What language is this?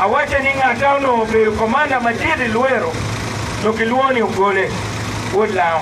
Acoli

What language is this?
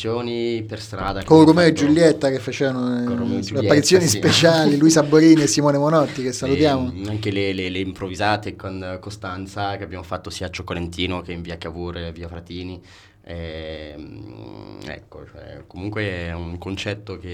Italian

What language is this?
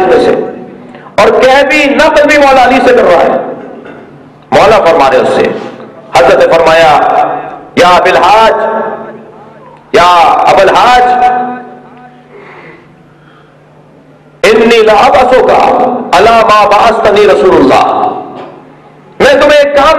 Urdu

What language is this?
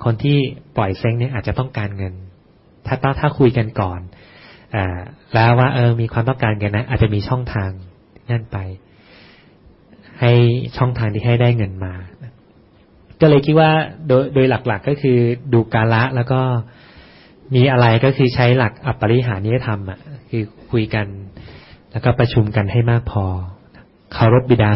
Thai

